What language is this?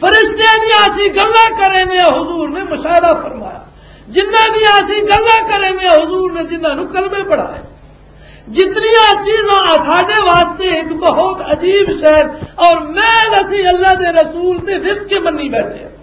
Western Panjabi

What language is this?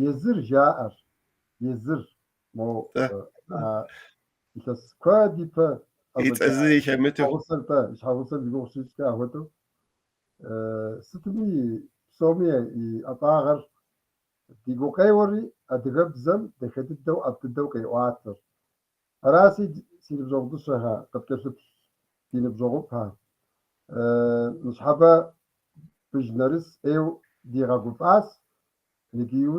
Kabardian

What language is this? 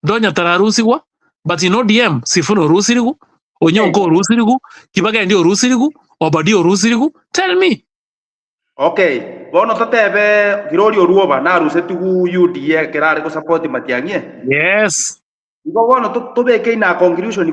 Gusii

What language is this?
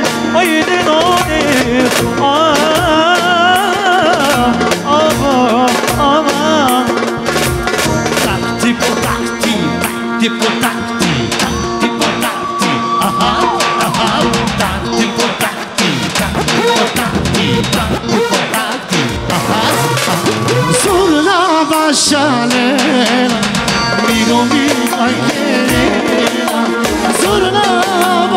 Turkish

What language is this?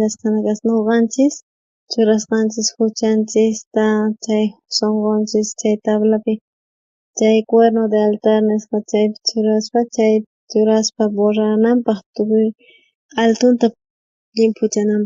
South Bolivian Quechua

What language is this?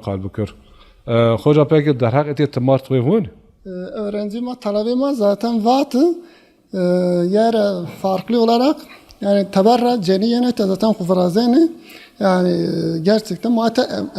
Zaza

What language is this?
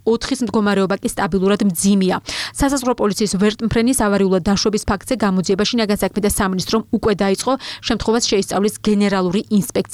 Georgian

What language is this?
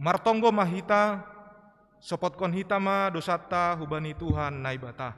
Batak Simalungun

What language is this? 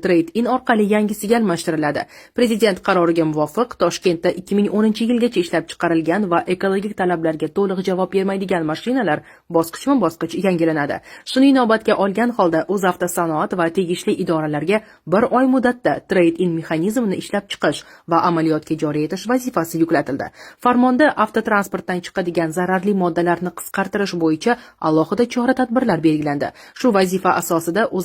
Uzbek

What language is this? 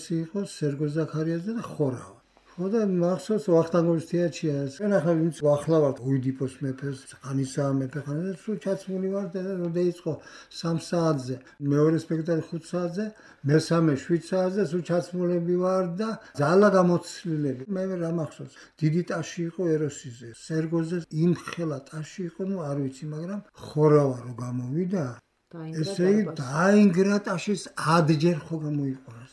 Georgian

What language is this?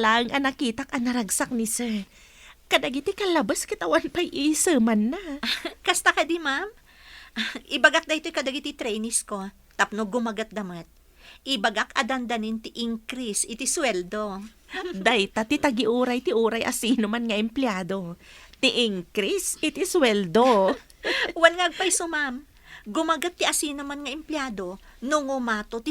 Iloko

